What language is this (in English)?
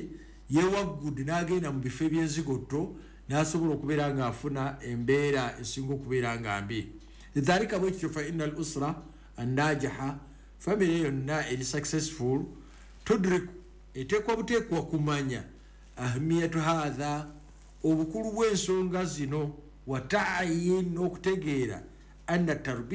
Ganda